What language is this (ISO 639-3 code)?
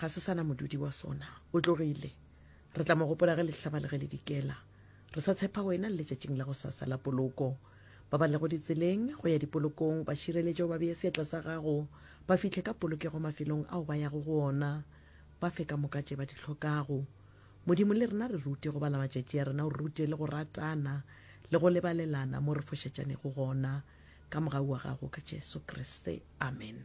nso